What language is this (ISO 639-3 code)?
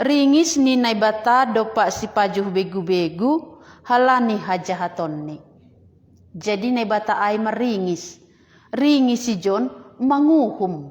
bts